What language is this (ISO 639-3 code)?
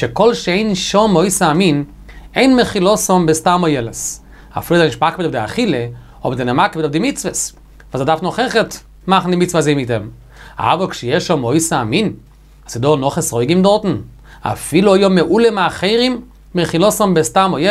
yid